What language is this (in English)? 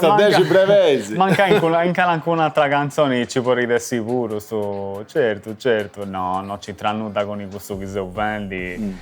Sardinian